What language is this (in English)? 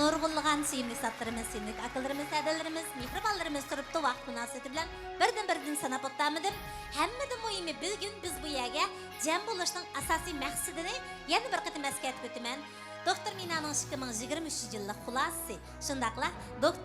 Uyghur